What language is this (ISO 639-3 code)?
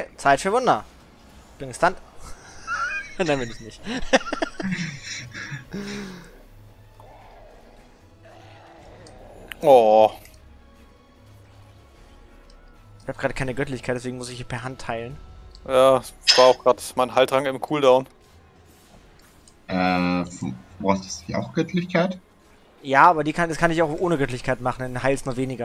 deu